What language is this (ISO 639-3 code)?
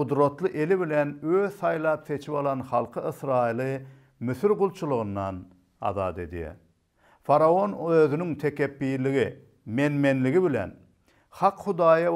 tuk